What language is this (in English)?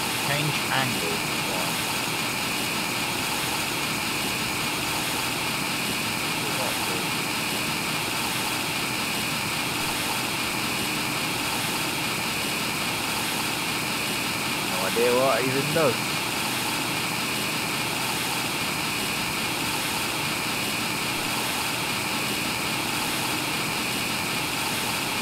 English